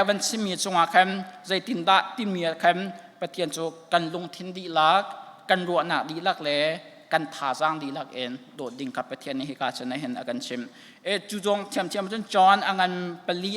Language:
Hakha Chin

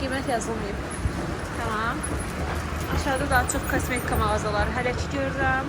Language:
Azerbaijani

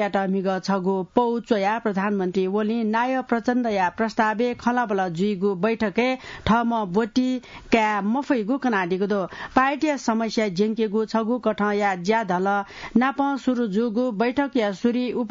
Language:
Newari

